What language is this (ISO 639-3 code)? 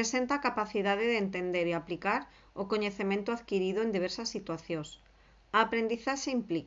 glg